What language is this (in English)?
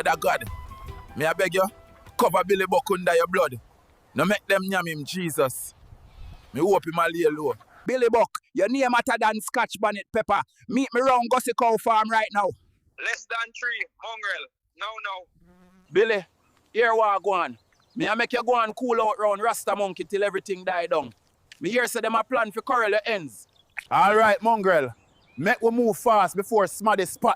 Jamaican Creole English